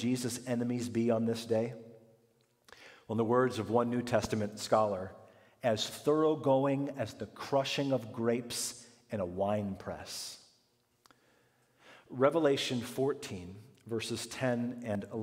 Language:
English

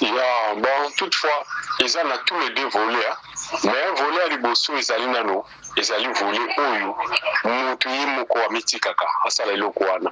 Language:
Lingala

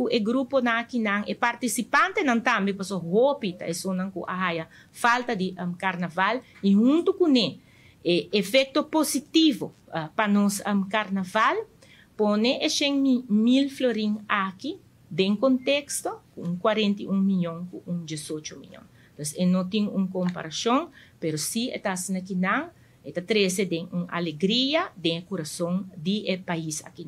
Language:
Papiamento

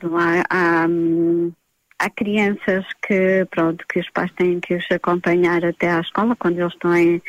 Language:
Portuguese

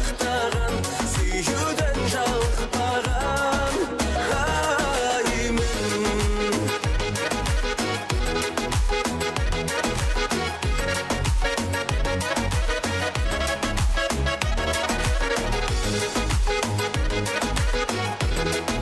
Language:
Kazakh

